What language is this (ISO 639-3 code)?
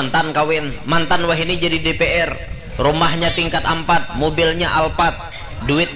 bjn